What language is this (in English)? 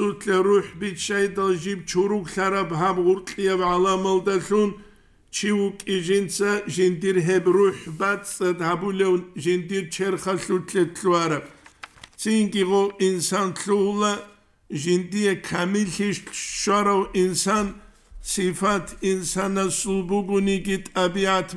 Avaric